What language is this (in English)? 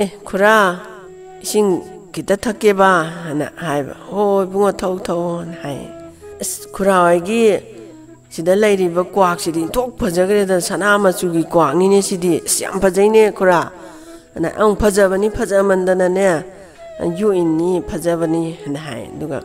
Manipuri